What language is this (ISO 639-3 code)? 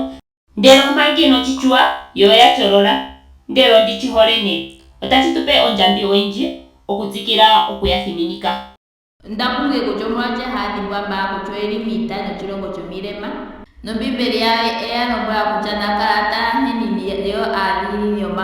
ndo